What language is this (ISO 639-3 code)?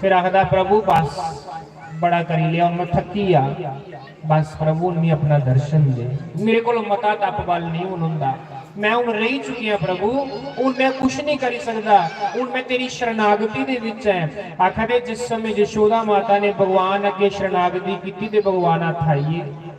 doi